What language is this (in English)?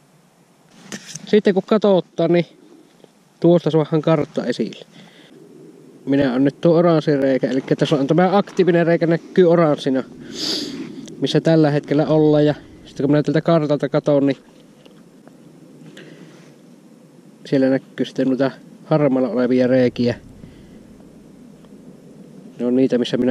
Finnish